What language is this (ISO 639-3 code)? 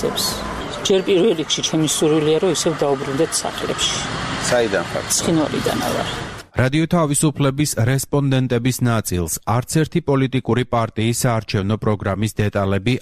kat